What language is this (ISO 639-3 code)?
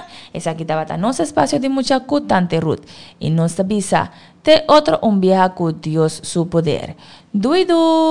pap